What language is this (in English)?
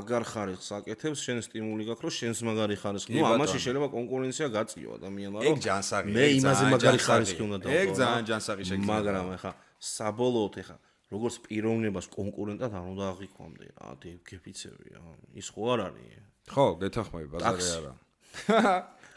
Georgian